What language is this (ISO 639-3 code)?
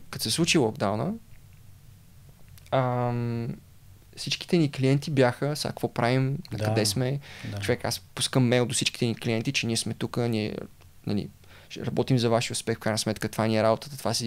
bul